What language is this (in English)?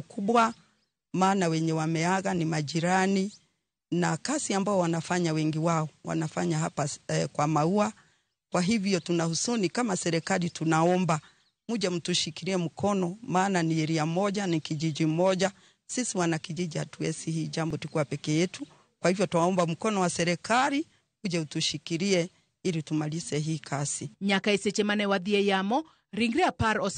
Luo (Kenya and Tanzania)